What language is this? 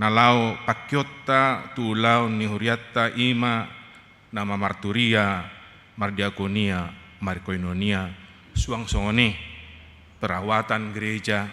Batak Toba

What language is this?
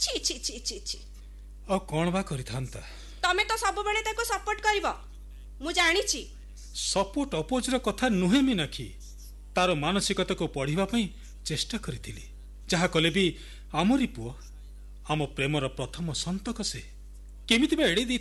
Odia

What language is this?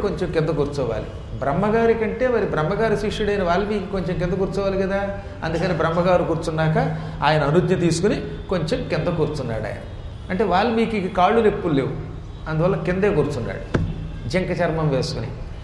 Telugu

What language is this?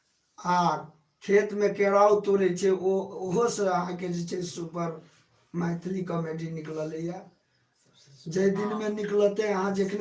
Maithili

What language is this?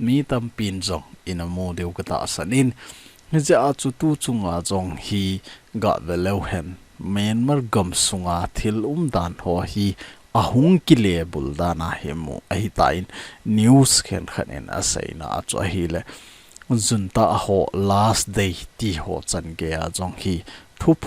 Thado Chin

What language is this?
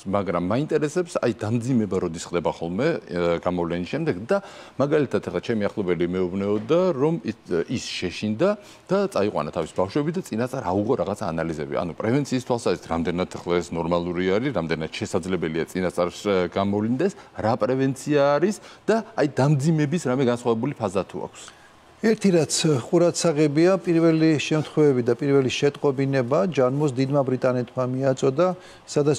Georgian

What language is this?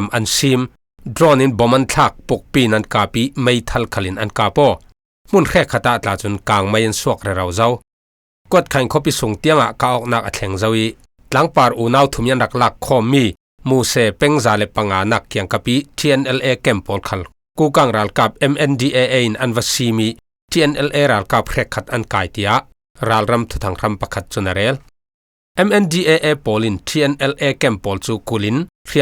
Falam Chin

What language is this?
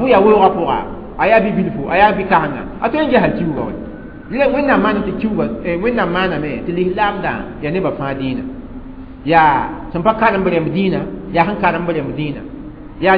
Mossi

